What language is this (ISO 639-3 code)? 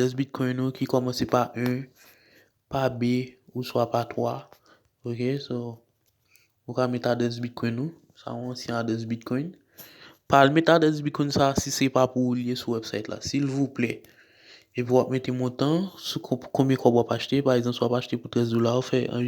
hat